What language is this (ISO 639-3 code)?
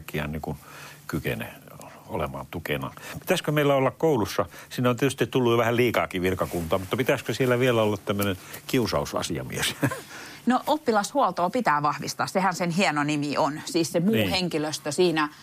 fin